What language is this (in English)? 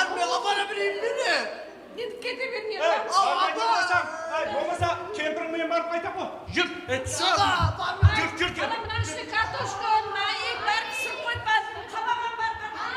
Kara-Kalpak